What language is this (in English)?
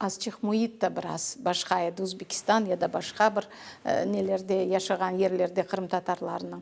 Crimean Tatar